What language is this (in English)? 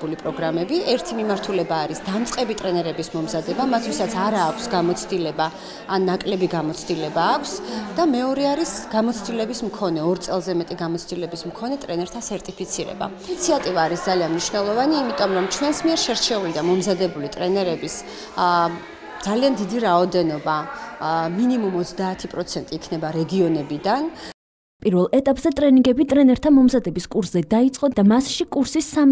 Georgian